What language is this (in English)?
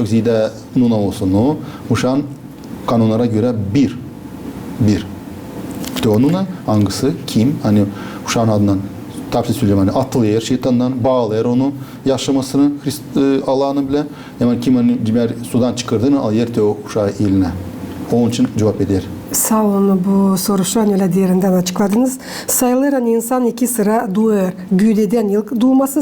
Gagauz